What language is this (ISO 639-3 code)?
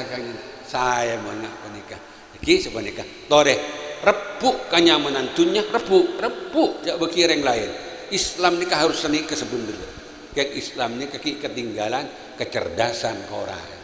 mad